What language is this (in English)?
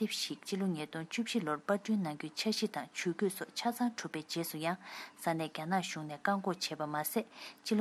Tibetan